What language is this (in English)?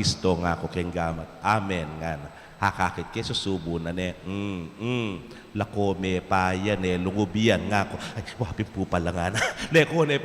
Pampanga